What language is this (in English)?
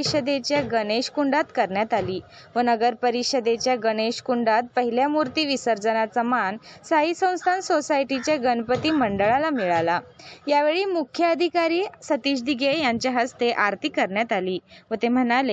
Marathi